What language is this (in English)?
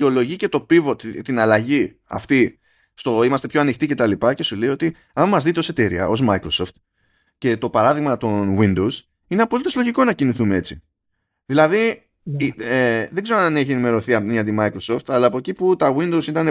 Greek